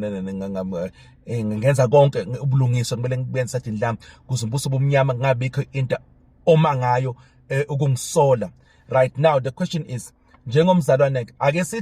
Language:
Zulu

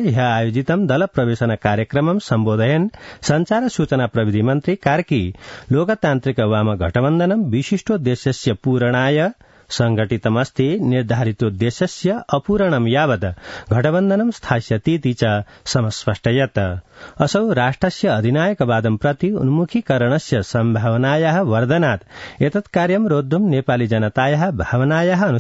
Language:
Sanskrit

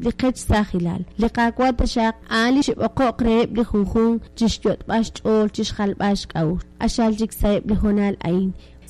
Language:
Kekchí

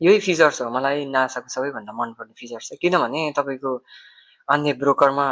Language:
Nepali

